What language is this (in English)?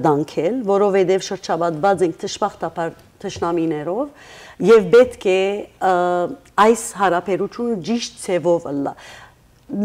Western Armenian